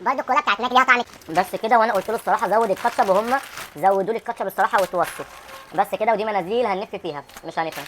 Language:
Egyptian Arabic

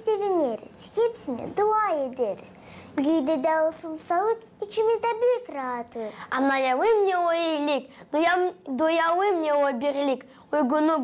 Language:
Gagauz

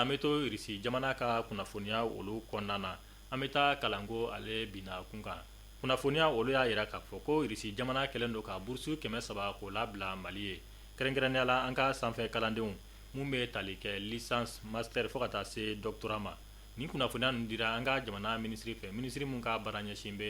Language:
Bambara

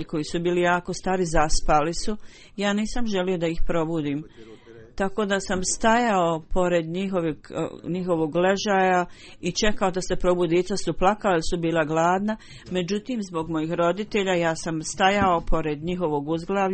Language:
Bosnian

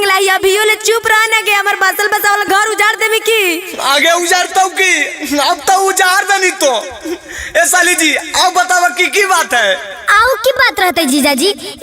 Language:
Magahi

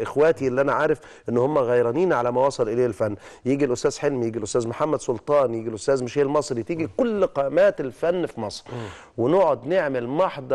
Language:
Egyptian Arabic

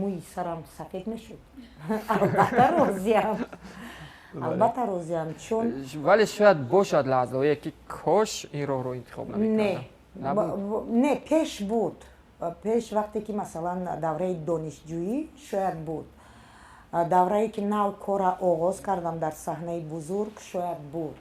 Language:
Tajik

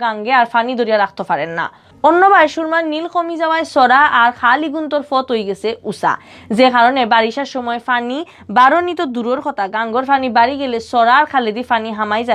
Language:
Sylheti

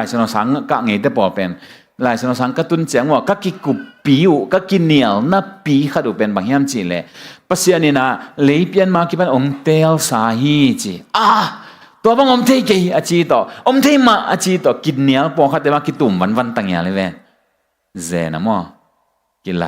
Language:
Tedim Chin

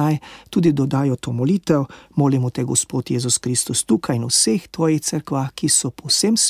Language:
Slovenian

